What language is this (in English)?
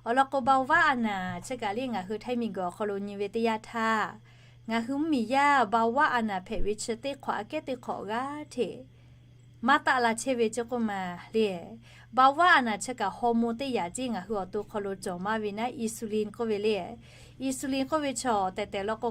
Lahu